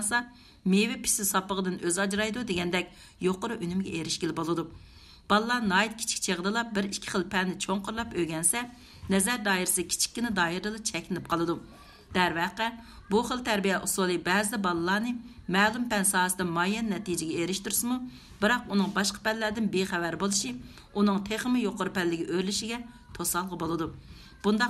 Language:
Uyghur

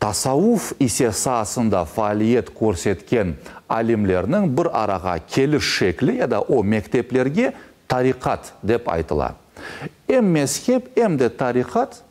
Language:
Crimean Tatar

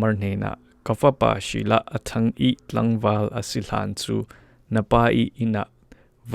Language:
Falam Chin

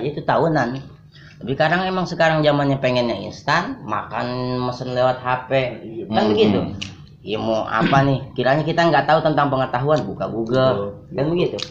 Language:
Betawi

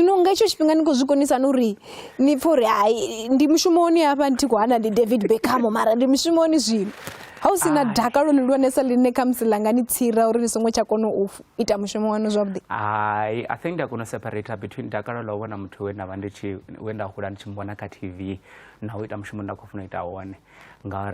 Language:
Venda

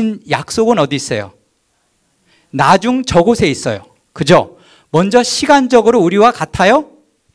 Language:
Korean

